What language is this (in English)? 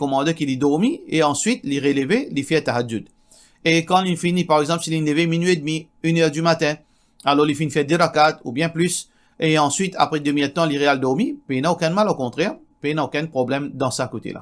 Morisyen